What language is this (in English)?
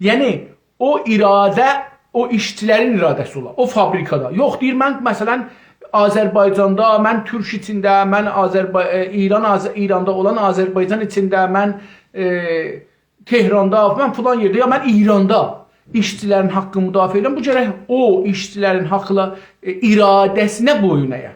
South Azerbaijani